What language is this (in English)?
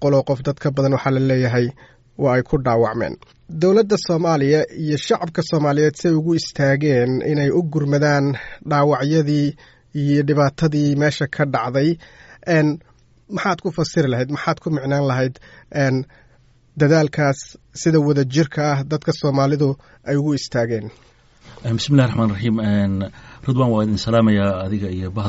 Somali